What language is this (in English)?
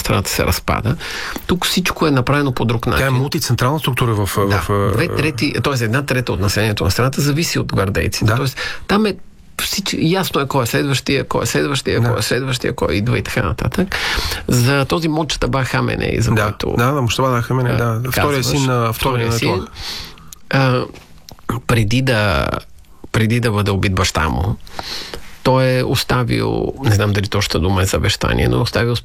Bulgarian